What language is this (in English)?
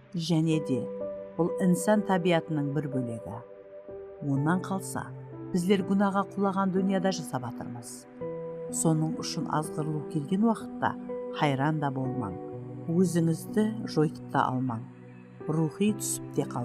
Kara-Kalpak